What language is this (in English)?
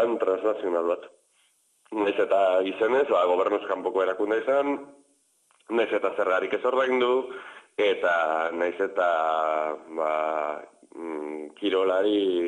Basque